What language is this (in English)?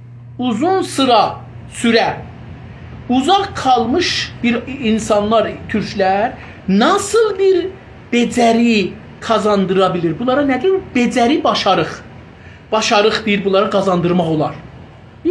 South Azerbaijani